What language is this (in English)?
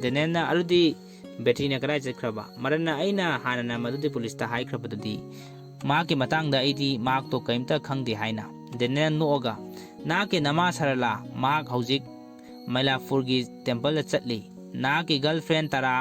Manipuri